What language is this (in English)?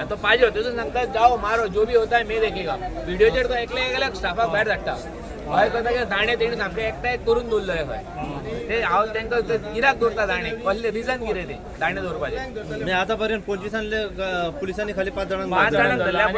Konkani